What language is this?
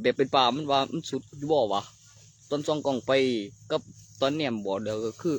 Northeastern Thai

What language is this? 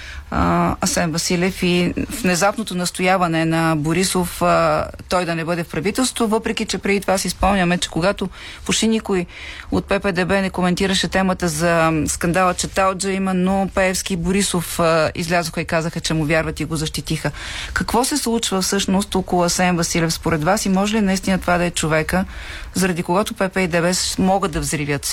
Bulgarian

